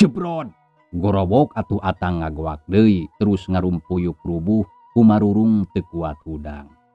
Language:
Sundanese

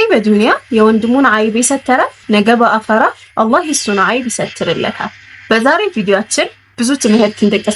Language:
Amharic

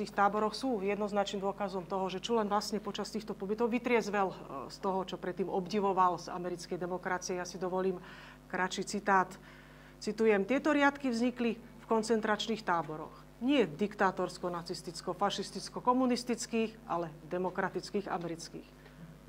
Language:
Slovak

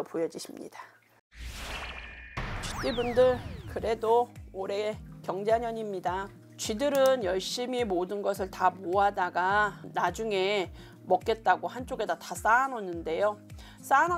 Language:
Korean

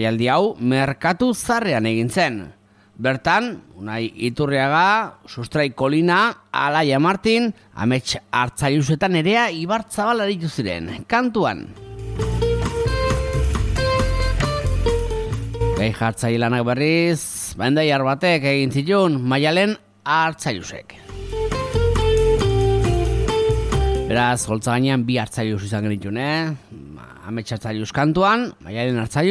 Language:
Basque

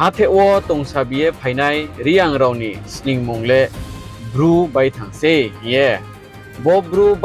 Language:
Riang (India)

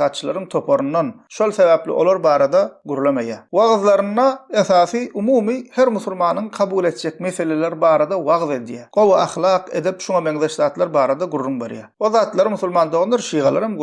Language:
Turkmen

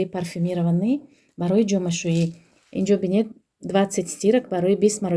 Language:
Tajik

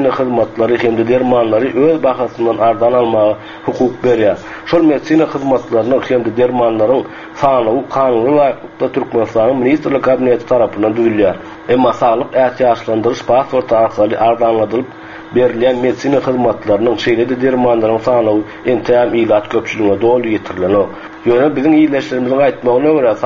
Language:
Turkmen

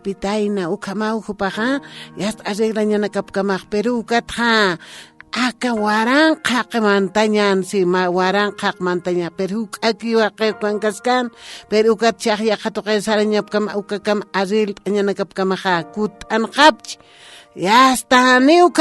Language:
Aymara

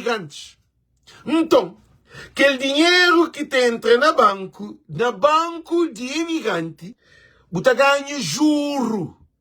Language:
Kabuverdianu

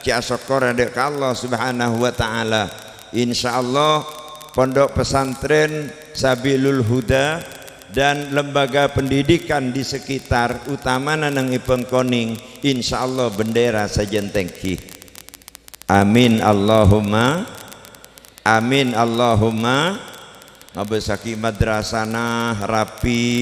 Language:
Madurese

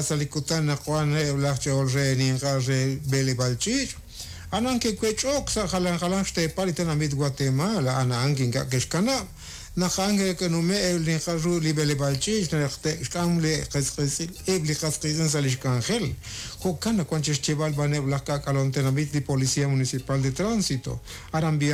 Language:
Kekchí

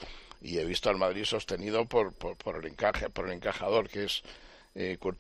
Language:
Spanish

